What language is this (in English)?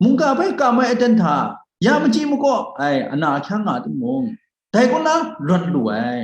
Kachin